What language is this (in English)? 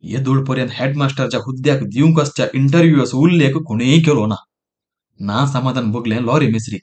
Konkani